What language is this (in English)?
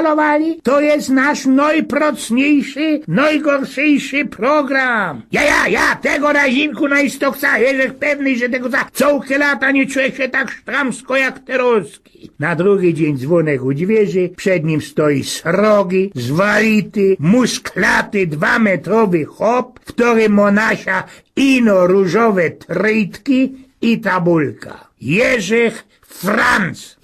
Silesian